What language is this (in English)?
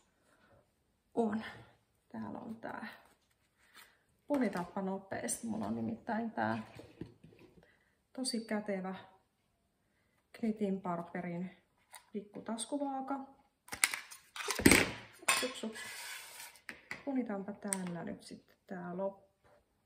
Finnish